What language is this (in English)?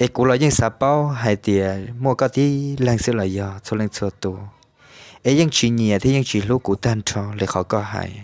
Hmong